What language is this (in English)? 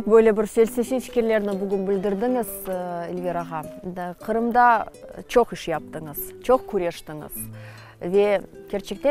Crimean Tatar